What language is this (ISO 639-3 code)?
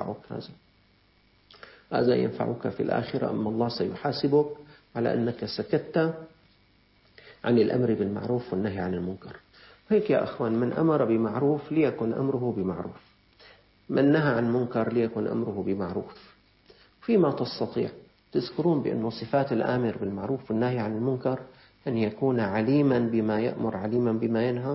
ara